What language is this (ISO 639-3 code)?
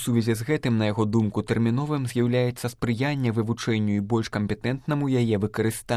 bel